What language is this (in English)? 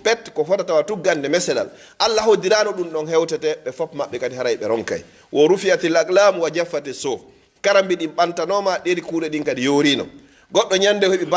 Pular